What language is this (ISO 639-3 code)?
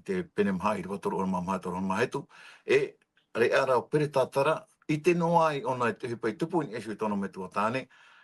tah